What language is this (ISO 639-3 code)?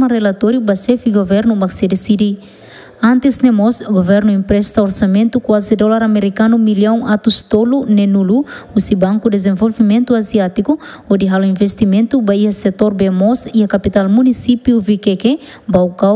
tet